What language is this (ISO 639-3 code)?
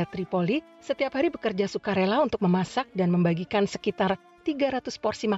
ind